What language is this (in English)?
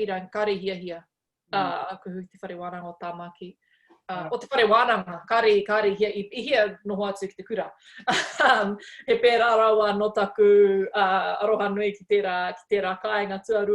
Māori